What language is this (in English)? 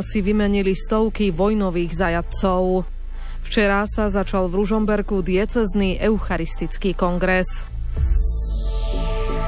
Slovak